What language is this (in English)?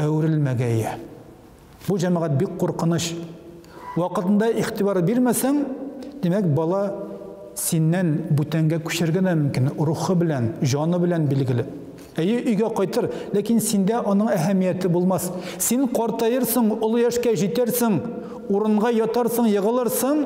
Tatar